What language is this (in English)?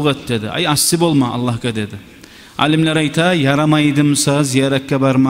Kumyk